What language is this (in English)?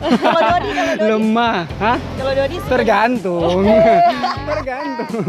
Manado Malay